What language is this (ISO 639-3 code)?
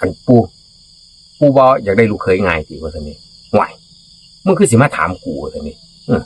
tts